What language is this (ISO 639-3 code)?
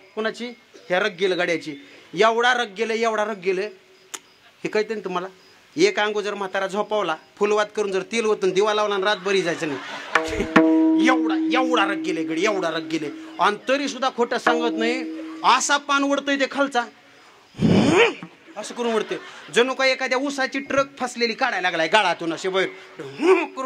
mar